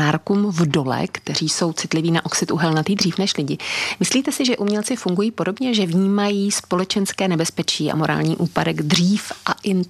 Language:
Czech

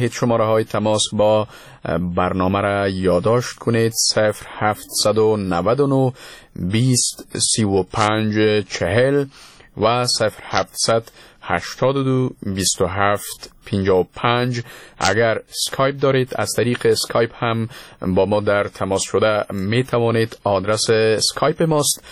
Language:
Persian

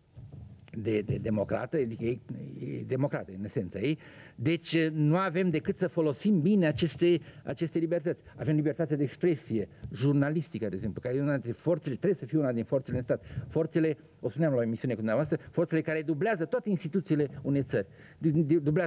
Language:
Romanian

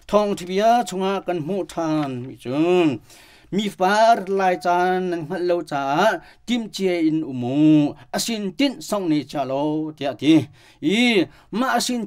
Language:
Hakha Chin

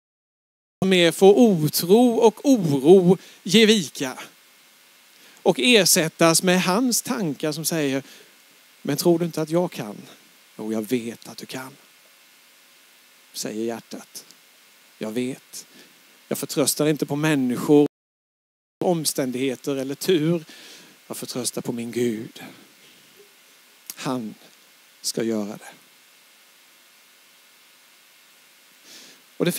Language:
Swedish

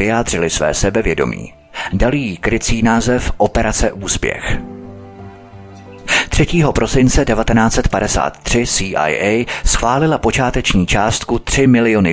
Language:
Czech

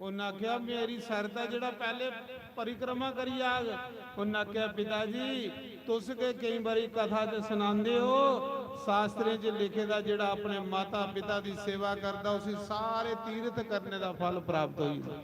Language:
Dogri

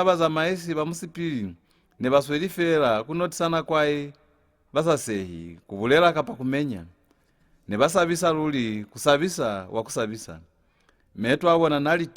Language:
Lozi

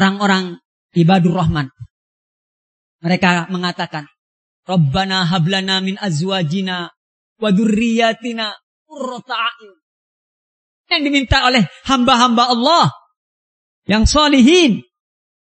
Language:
Indonesian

